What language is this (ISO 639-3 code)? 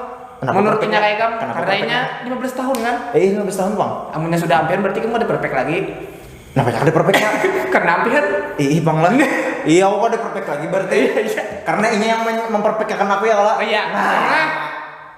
bjn